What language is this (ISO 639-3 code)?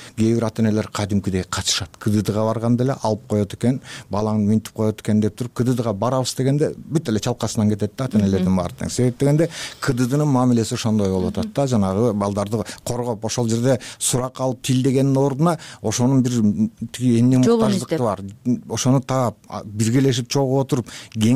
kir